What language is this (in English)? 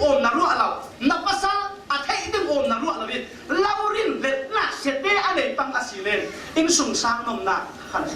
Falam Chin